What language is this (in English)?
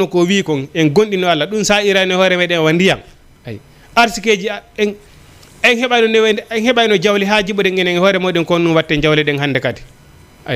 Fula